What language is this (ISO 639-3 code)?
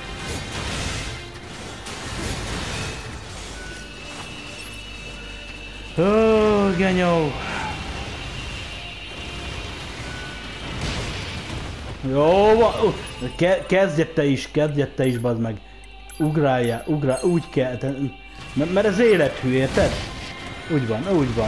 hun